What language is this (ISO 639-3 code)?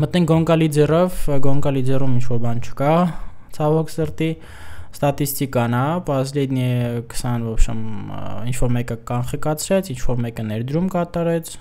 hye